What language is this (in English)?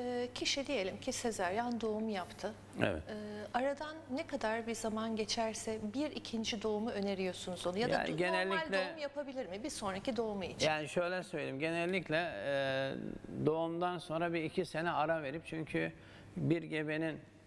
Turkish